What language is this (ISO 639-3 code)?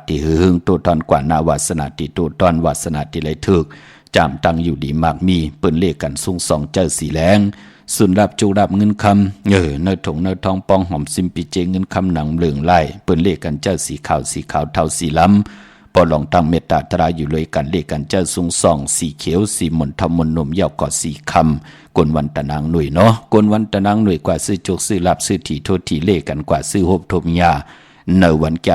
shn